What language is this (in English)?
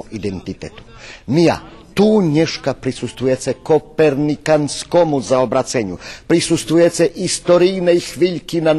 Rusyn